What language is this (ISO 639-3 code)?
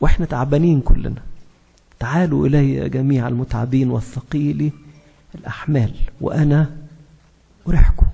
arz